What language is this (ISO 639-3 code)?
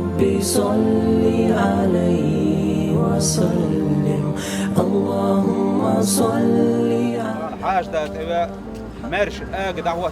che